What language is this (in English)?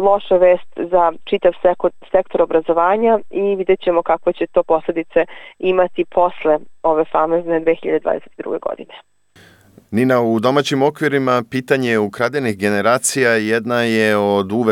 Serbian